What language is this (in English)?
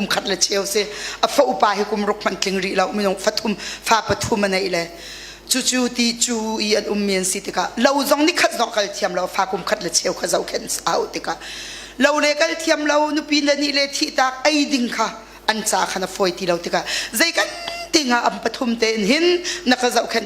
Hakha Chin